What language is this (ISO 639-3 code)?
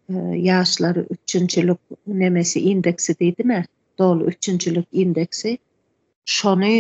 tuk